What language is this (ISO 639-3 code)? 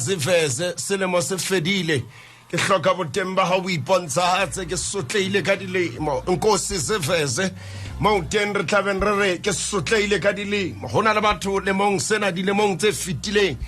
sot